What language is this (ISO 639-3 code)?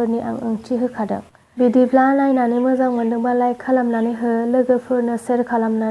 brx